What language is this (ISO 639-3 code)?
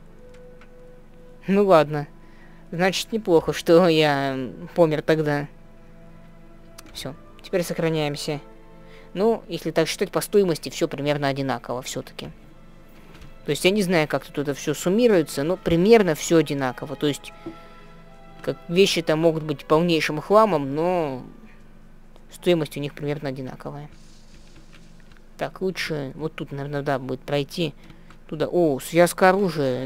rus